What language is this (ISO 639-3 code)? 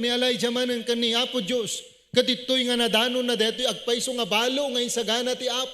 ilo